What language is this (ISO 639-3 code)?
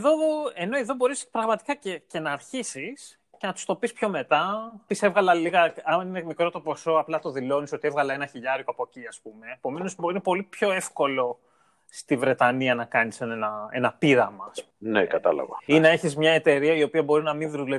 ell